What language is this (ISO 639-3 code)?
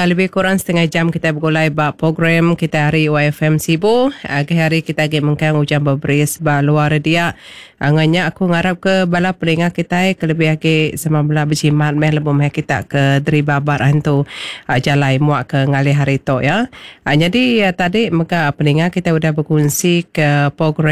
iba